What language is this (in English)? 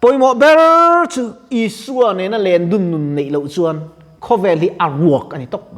Mizo